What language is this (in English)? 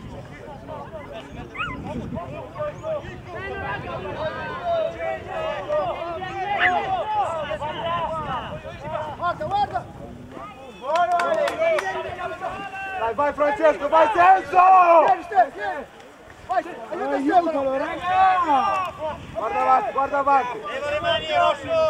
Italian